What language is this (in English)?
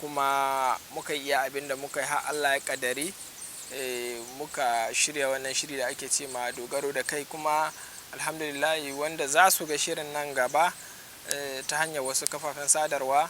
Hausa